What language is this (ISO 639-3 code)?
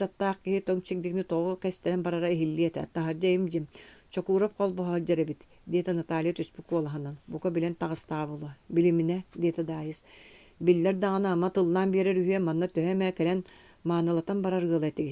sah